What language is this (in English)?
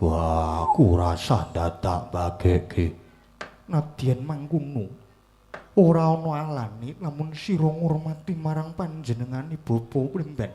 Javanese